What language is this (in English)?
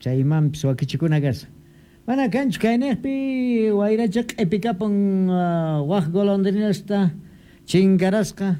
Quechua